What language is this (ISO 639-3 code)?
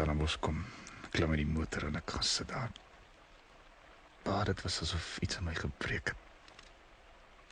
afr